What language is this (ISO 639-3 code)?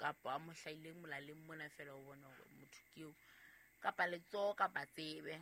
sot